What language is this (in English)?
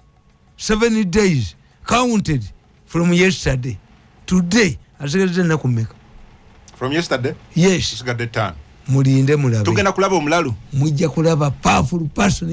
Ganda